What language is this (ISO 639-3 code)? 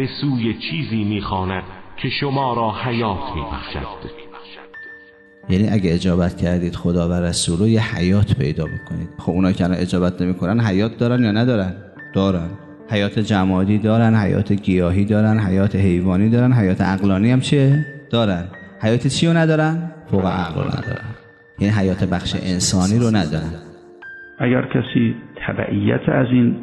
fas